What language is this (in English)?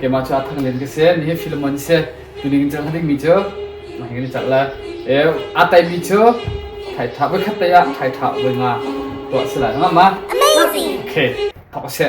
Hakha Chin